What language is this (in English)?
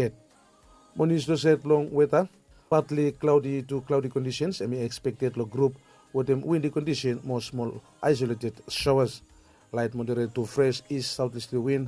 Bislama